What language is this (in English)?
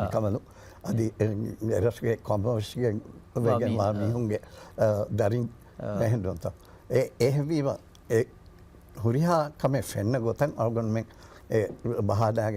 Divehi